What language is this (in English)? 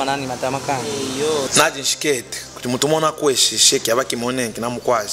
Luba-Katanga